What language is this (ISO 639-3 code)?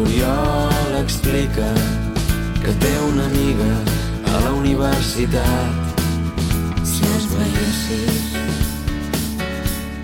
cat